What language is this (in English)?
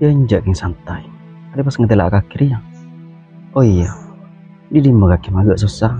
Madurese